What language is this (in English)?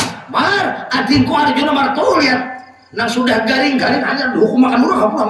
Banjar